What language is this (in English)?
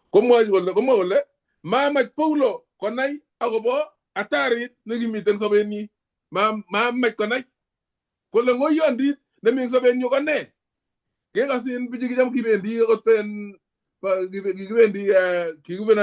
Kalenjin